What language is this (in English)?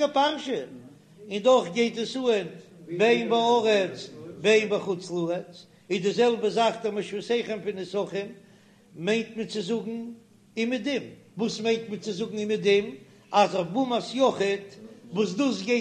Yiddish